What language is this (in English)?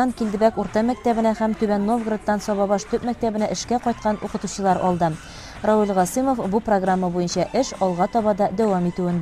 Tatar